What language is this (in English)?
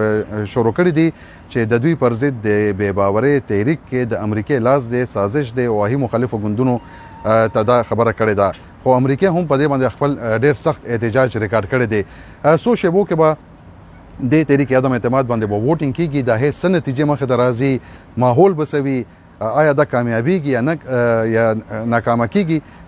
Pashto